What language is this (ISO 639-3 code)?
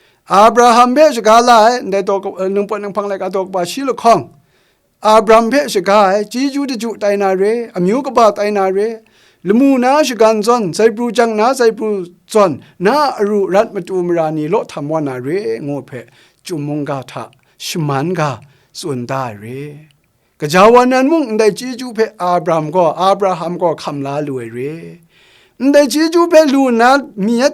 kac